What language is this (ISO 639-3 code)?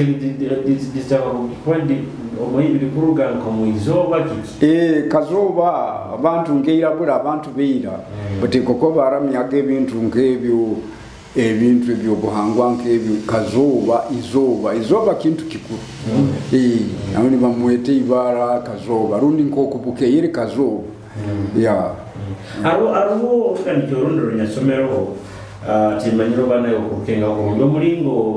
nyo